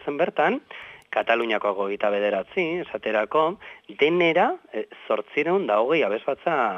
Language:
Basque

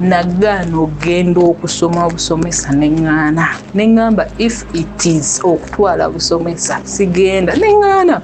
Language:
Ganda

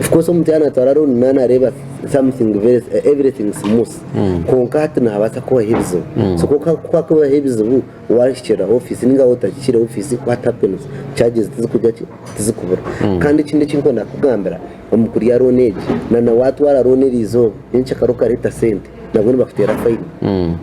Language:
Nyankole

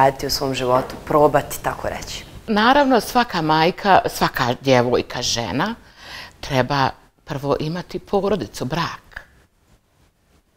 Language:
Bosnian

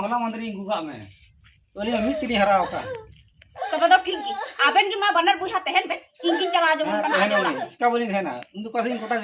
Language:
Santali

